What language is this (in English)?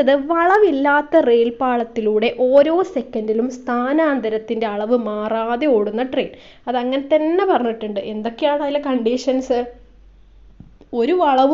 Malayalam